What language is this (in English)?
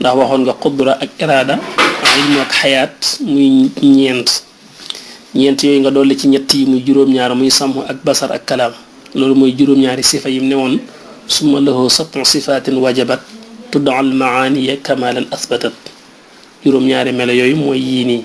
Wolof